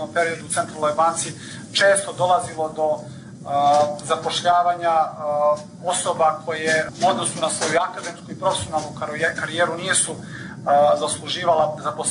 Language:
Bosnian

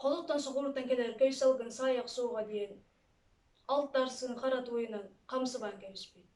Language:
Yakut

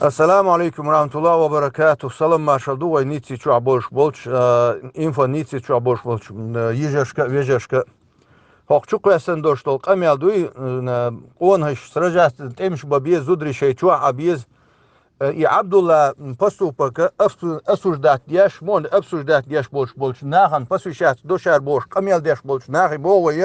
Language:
Chechen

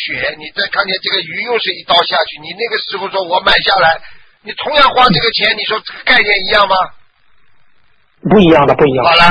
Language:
Chinese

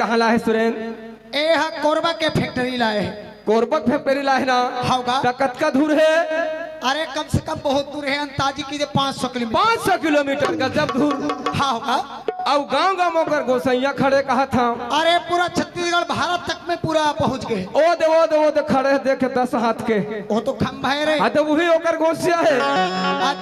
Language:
Chhattisgarhi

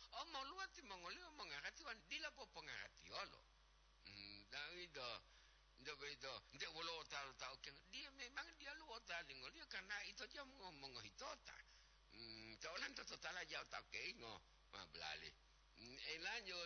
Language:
Gorontalo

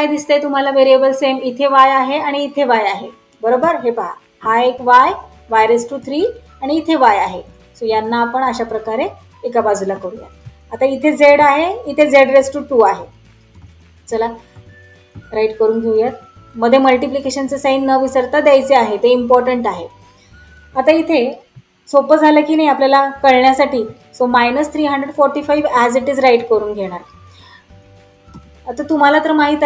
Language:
Marathi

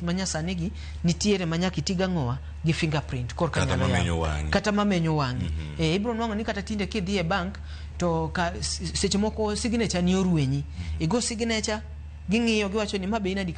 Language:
Luo (Kenya and Tanzania)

